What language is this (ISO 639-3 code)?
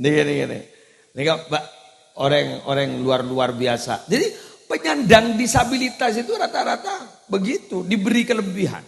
mad